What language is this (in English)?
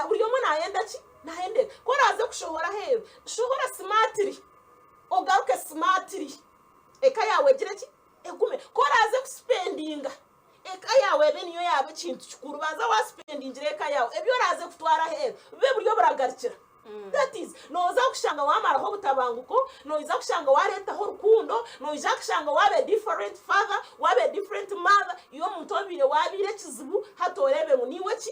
Nyankole